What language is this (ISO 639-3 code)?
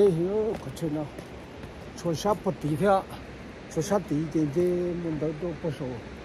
hmn